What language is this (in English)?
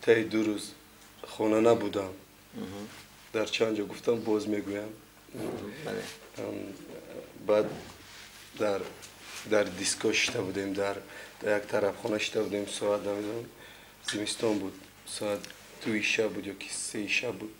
Tajik